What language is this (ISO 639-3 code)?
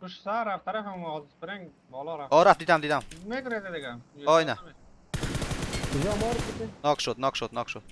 fas